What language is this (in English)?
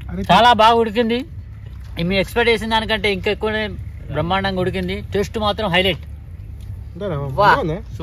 Telugu